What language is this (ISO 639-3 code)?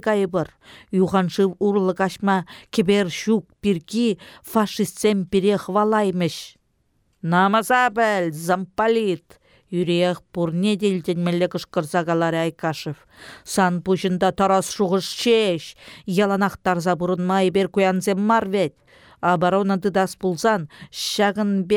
chv